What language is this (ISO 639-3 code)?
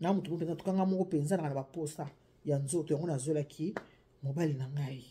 lin